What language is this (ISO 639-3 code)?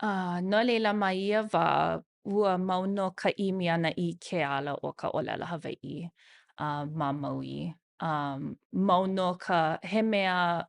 haw